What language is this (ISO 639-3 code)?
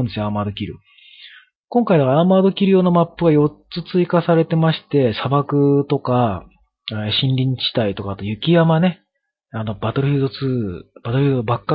jpn